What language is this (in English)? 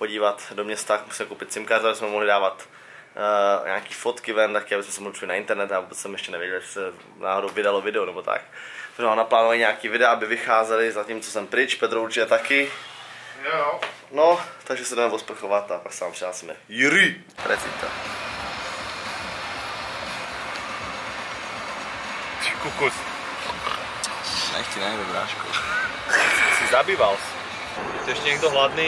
Czech